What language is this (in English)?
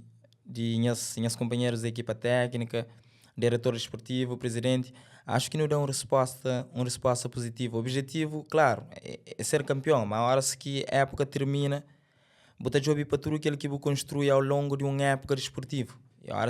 Kabuverdianu